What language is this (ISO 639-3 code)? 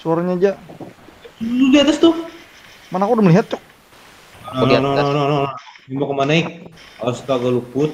bjn